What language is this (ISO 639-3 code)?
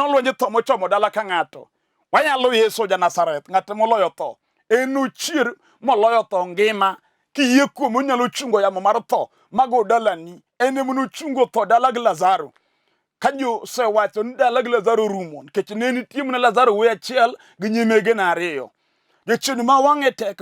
luo